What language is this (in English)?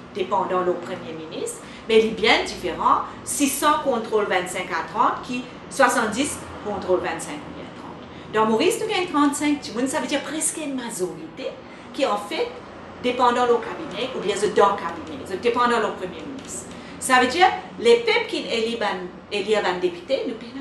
Morisyen